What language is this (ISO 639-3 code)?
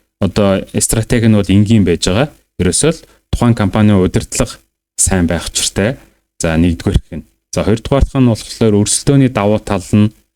mon